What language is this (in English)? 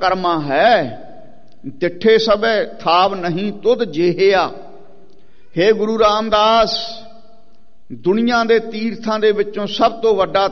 Punjabi